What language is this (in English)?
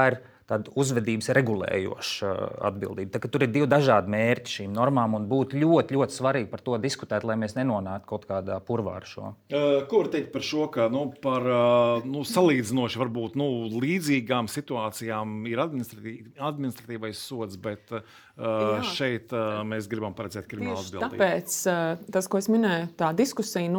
Latvian